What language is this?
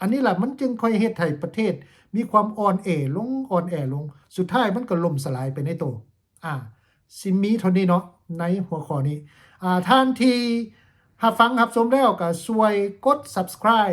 Lao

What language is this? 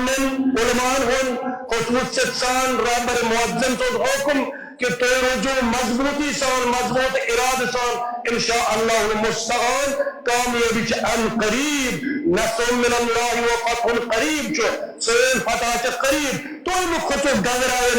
Kashmiri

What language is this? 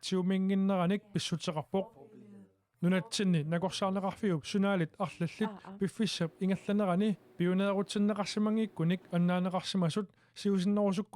Kalaallisut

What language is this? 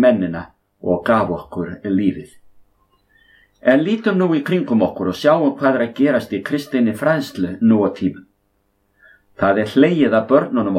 Icelandic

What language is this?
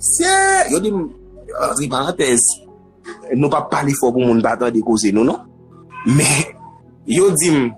Haitian Creole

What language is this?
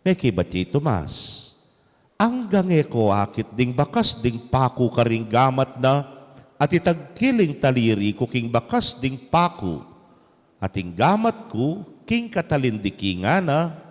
Pampanga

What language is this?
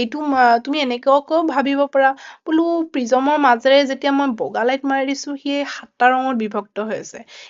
Assamese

